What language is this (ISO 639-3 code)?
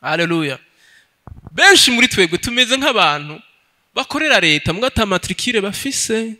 run